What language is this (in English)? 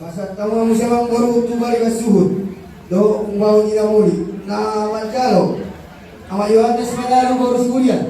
Batak Toba